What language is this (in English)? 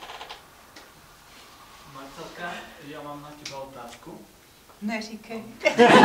Czech